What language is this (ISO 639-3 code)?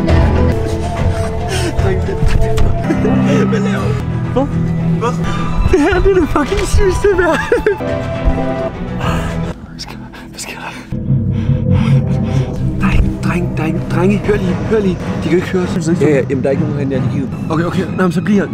dan